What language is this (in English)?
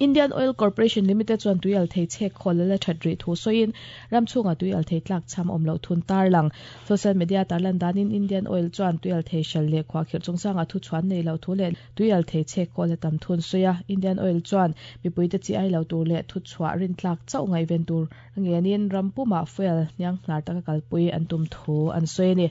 Mizo